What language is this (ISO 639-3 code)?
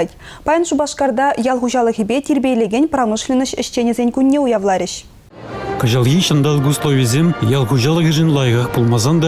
chv